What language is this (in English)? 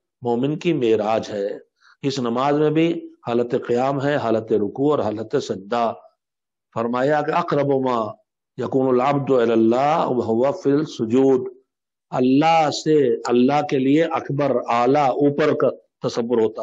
Urdu